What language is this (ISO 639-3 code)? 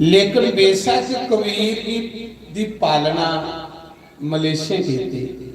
doi